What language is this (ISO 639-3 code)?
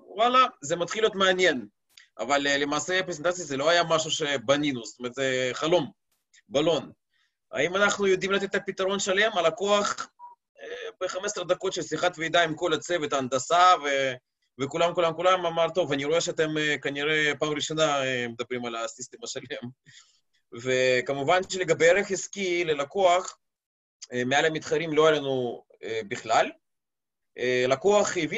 heb